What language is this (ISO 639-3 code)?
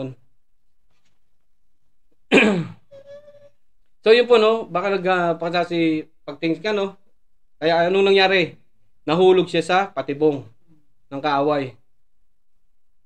fil